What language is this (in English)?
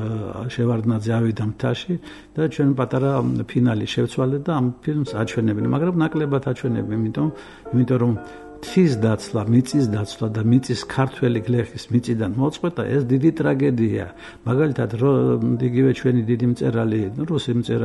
Georgian